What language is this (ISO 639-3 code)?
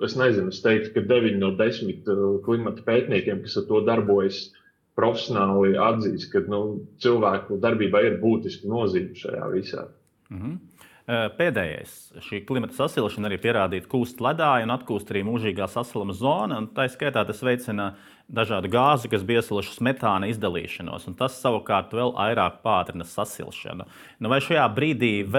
lav